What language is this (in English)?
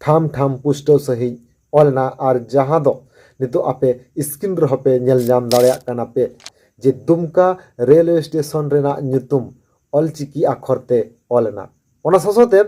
Santali